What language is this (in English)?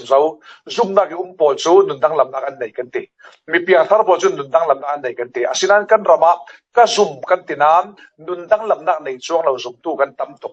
Falam Chin